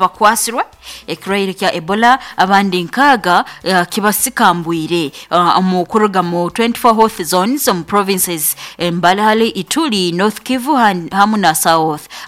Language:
Nyoro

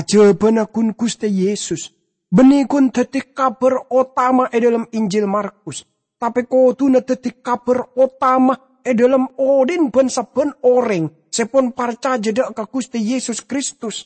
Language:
Madurese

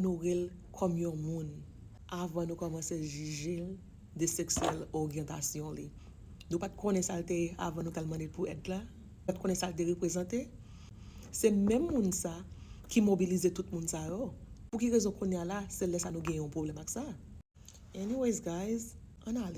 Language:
Haitian Creole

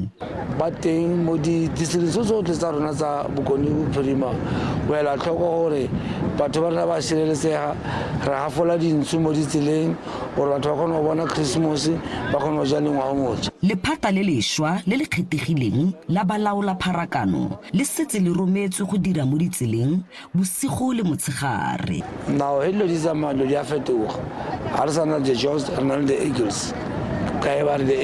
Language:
Northern Sotho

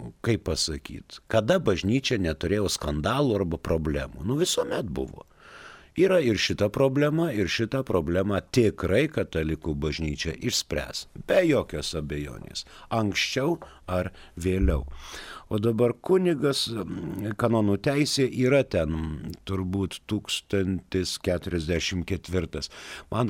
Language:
Lithuanian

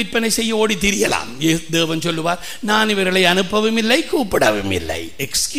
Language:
Tamil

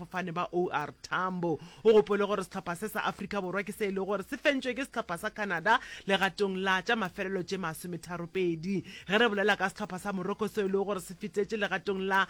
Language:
Northern Sotho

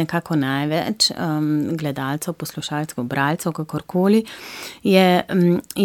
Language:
Slovenian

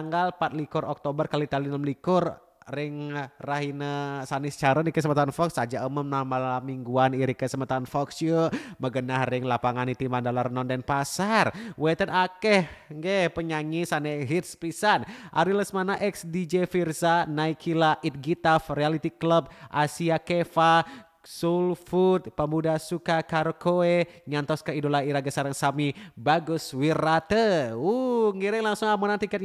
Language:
Balinese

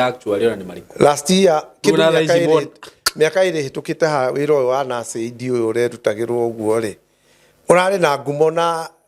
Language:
Kikuyu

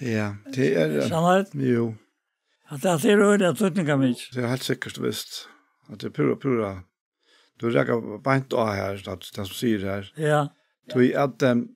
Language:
Faroese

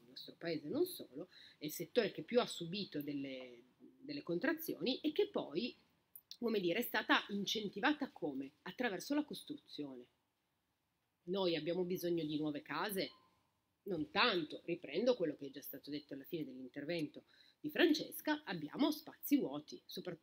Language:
Italian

